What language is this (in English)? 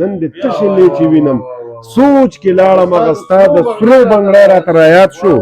Pashto